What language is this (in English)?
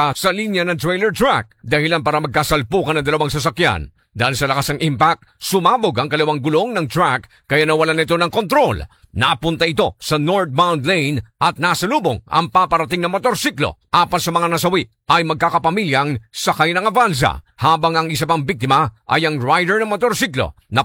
Filipino